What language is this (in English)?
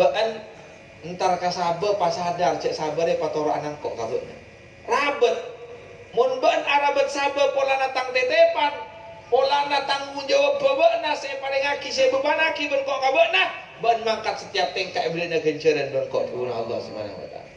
Madurese